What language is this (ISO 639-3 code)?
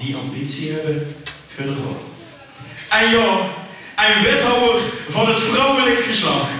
lim